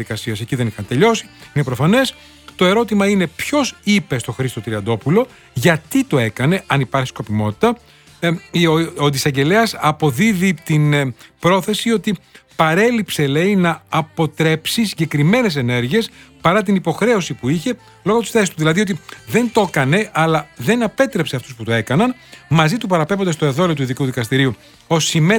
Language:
Greek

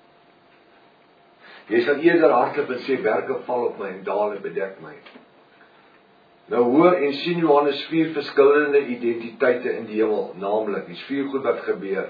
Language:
Afrikaans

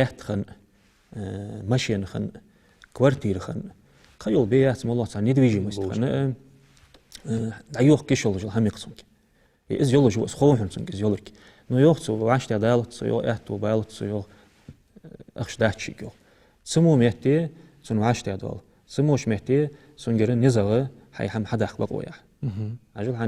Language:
Ingush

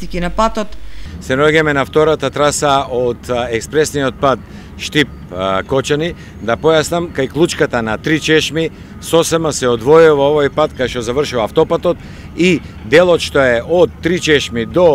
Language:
Macedonian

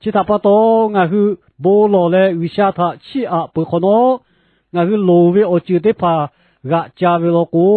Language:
Lahu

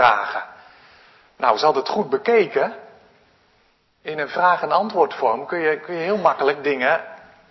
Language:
Dutch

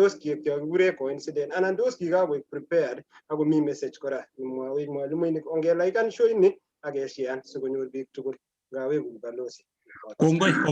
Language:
Kalenjin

